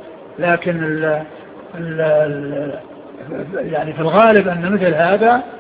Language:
Arabic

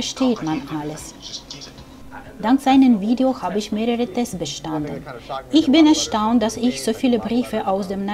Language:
German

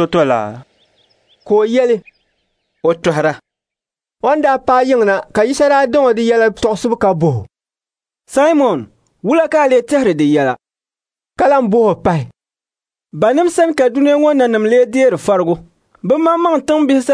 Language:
Dagbani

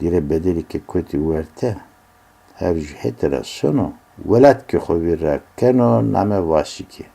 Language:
Zaza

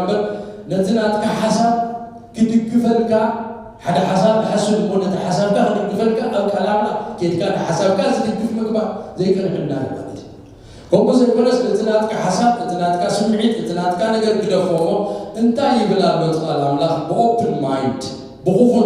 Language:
Tigrinya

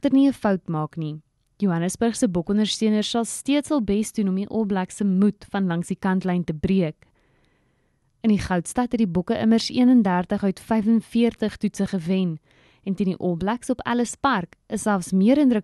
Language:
Afrikaans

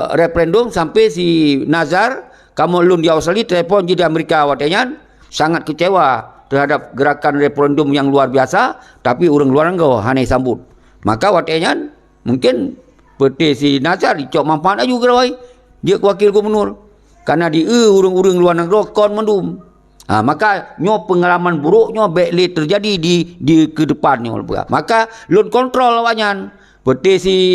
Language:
Achinese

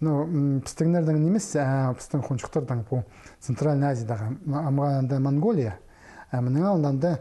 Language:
Khakas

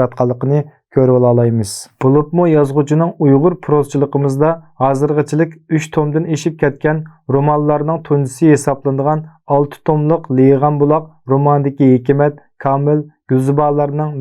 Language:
Uyghur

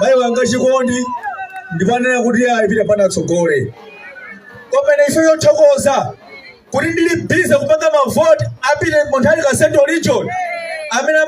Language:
Nyanja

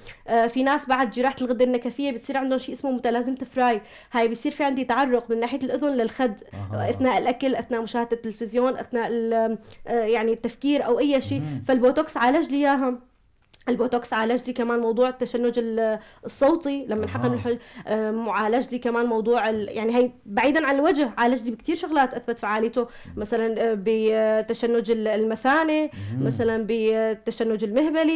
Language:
North Levantine Arabic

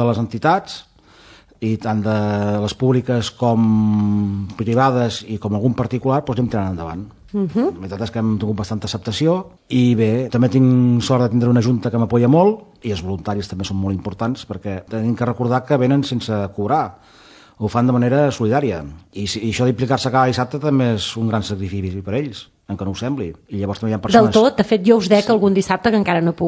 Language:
Catalan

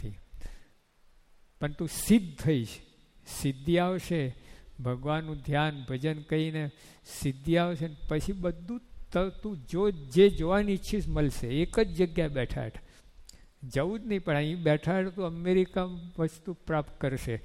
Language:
Gujarati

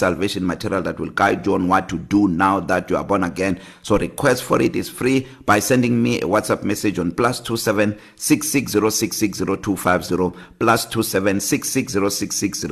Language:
English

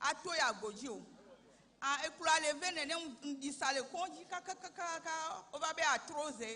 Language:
Ewe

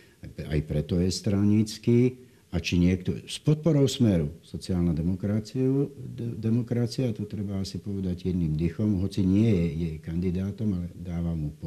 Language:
Slovak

